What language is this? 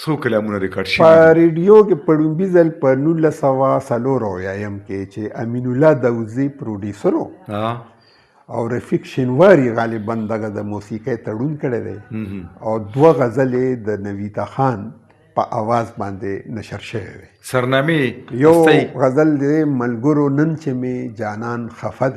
Pashto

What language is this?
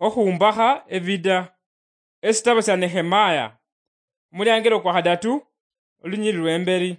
Luyia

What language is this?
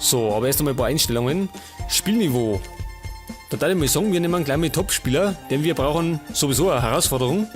Bavarian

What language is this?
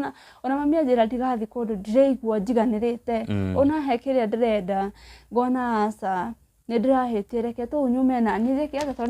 Kikuyu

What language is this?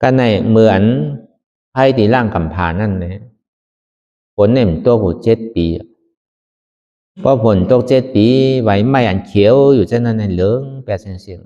Shan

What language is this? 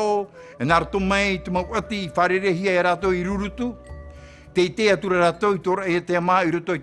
Tahitian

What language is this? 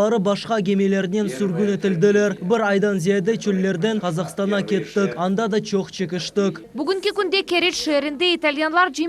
Crimean Tatar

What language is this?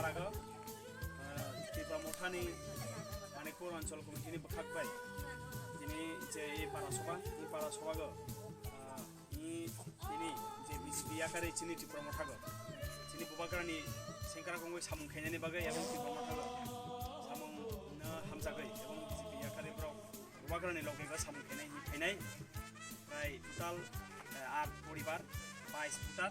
Kok Borok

